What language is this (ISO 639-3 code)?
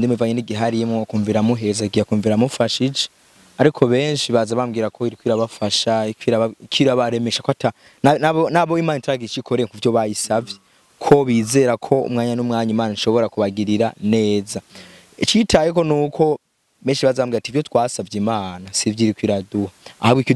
run